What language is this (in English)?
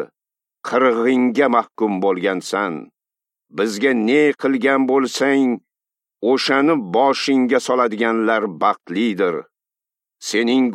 Uzbek